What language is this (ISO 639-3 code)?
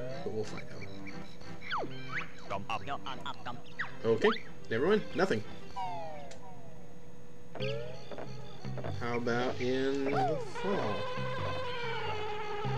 eng